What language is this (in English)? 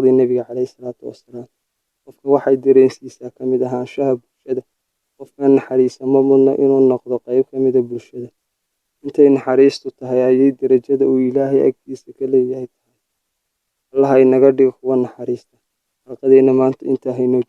Somali